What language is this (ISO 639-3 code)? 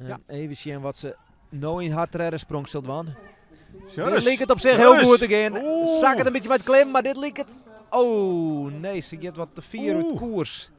fry